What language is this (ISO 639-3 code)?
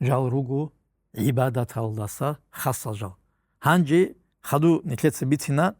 ava